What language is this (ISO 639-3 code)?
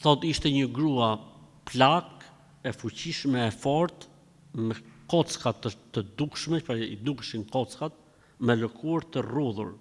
sqi